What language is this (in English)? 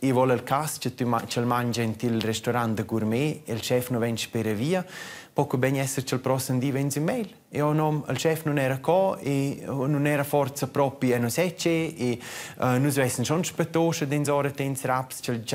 Romansh